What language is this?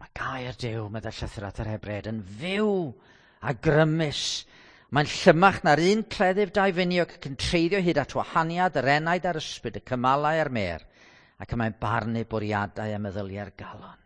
Welsh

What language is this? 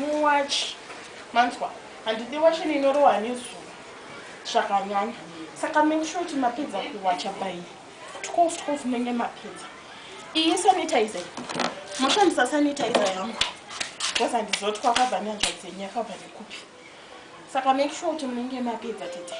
Shona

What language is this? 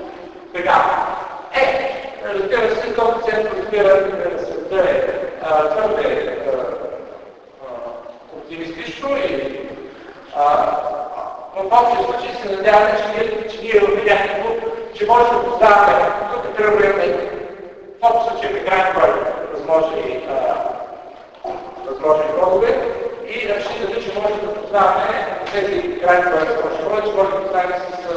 Bulgarian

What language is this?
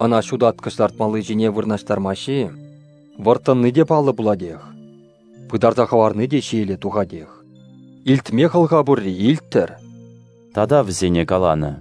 Chuvash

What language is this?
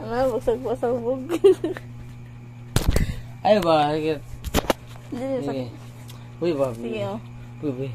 Cebuano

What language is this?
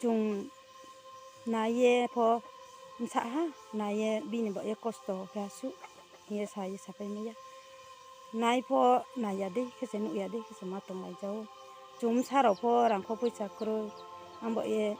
Riang (India)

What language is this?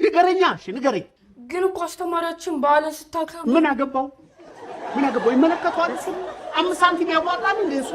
Amharic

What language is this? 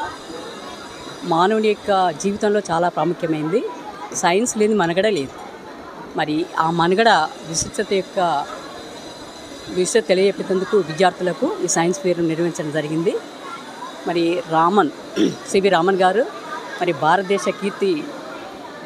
Telugu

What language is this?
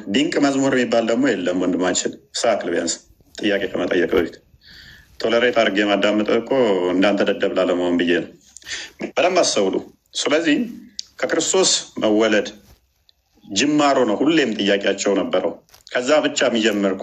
Amharic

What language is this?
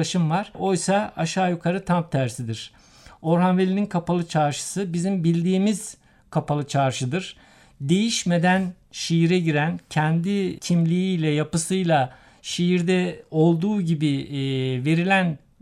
Turkish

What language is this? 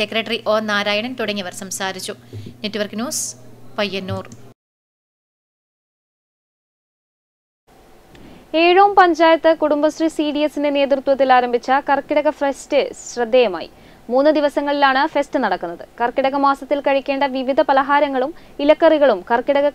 Malayalam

